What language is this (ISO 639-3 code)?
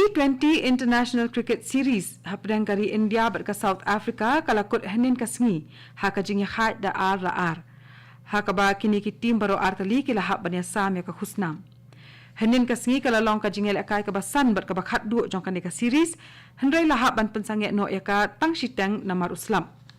kha